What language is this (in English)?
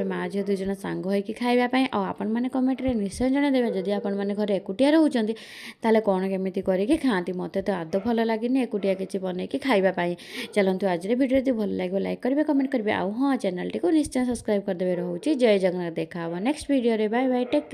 Odia